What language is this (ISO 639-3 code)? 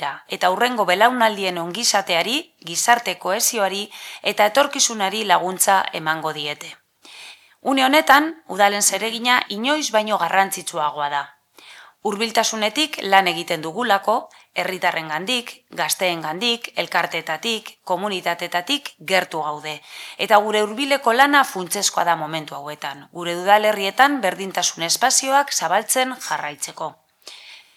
eus